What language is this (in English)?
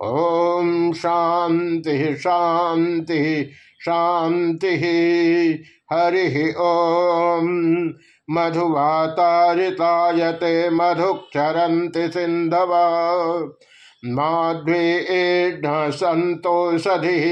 Sanskrit